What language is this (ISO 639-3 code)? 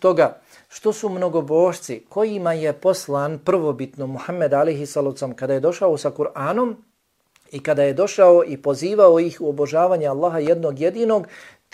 bos